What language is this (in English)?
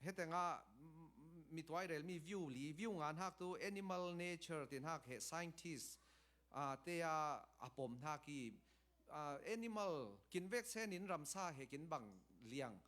Falam Chin